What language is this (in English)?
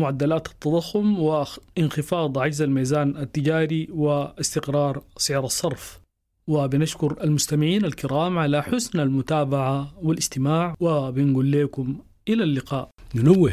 Sudanese Arabic